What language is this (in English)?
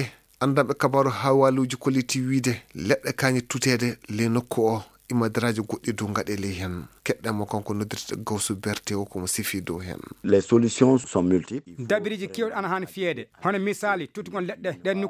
Fula